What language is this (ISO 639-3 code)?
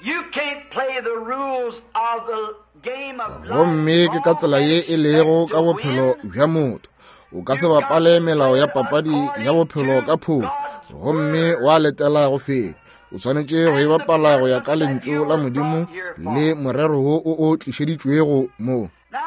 nso